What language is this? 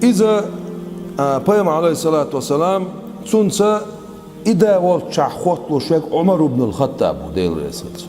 Chechen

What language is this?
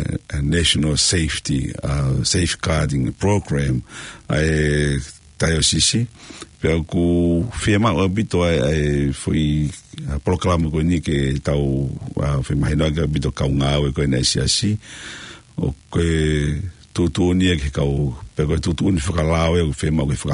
Tongan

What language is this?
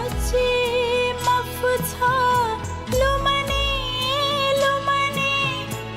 Newari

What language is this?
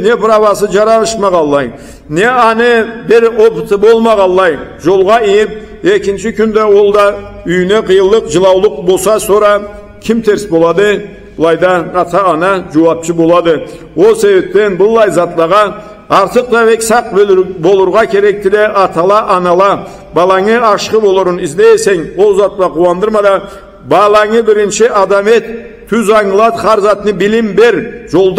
Karachay-Balkar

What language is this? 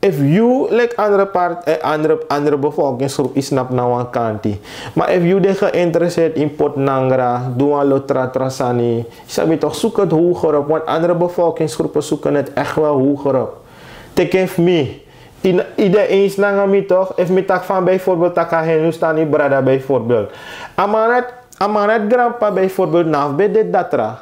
Sranan Tongo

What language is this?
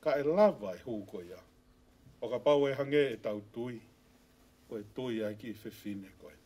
Tongan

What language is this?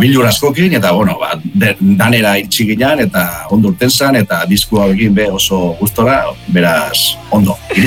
Basque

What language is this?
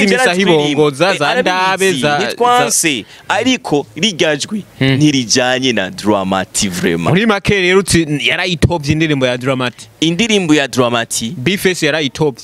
Rundi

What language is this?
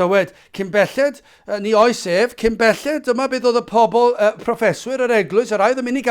Welsh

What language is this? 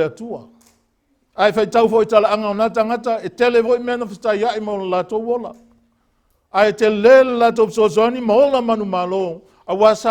Samoan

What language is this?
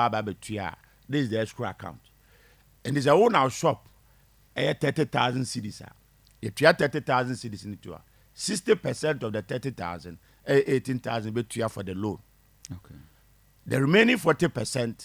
Akan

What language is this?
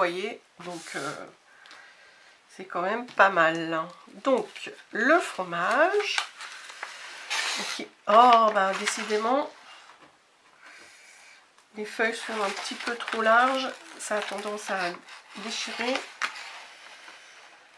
French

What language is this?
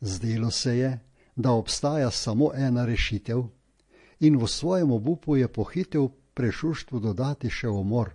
Slovenian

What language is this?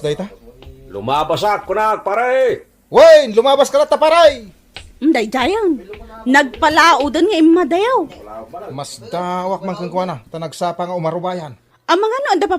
Iloko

